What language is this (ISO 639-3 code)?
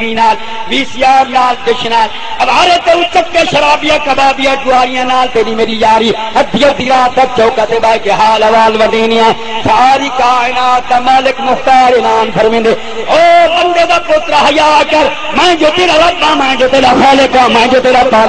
skr